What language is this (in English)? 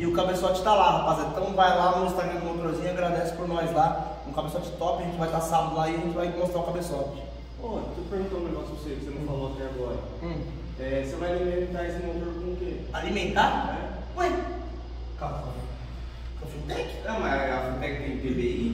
Portuguese